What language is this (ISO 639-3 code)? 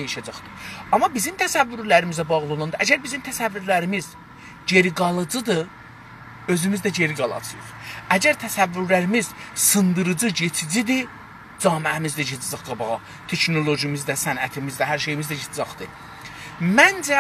azb